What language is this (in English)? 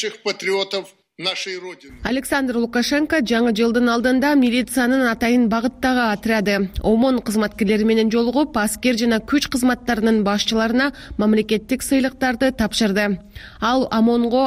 Kyrgyz